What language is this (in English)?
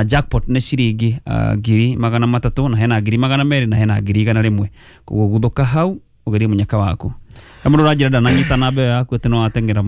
Kikuyu